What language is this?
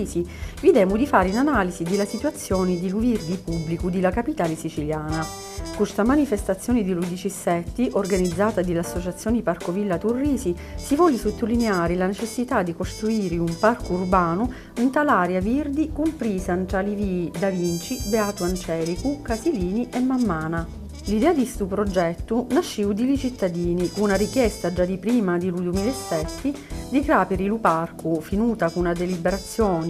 Sicilian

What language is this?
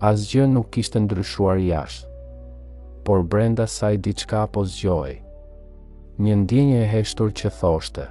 Albanian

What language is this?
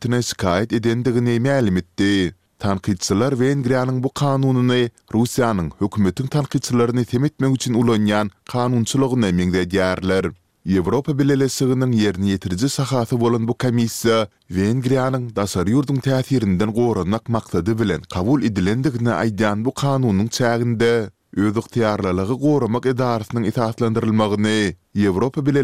Turkmen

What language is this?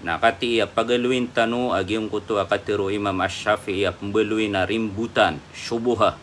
Maranao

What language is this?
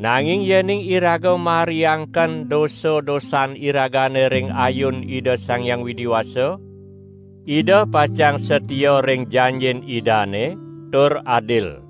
Balinese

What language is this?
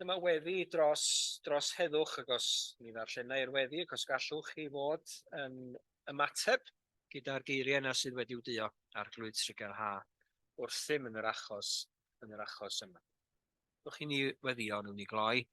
Welsh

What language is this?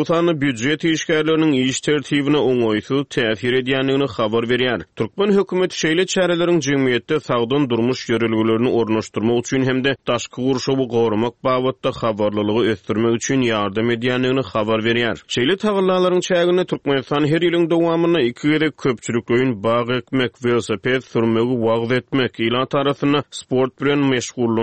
Turkmen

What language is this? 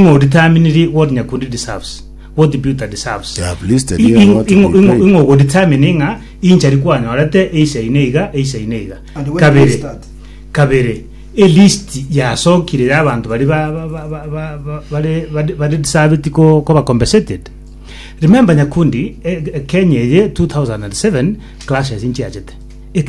Gusii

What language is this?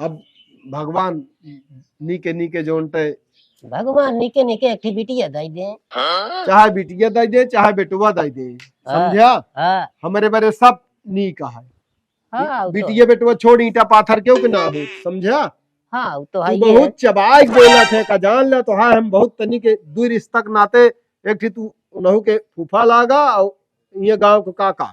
Awadhi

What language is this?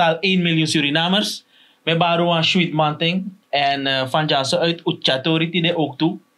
Sranan Tongo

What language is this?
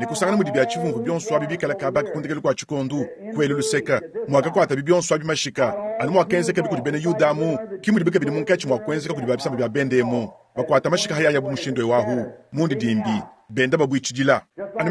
Luba-Lulua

